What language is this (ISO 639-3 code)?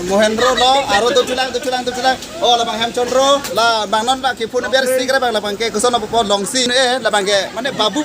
mjw